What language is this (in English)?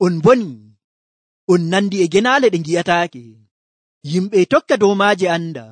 Nigerian Fulfulde